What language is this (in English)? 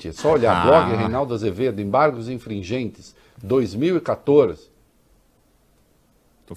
Portuguese